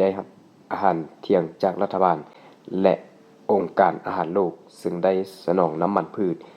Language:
Lao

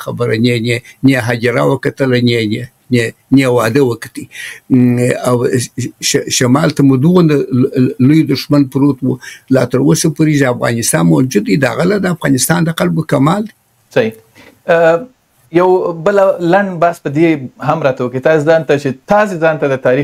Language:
Pashto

